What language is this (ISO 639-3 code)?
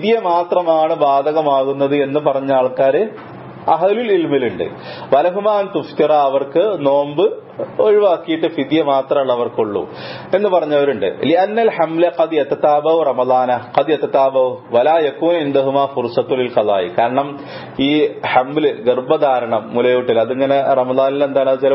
mal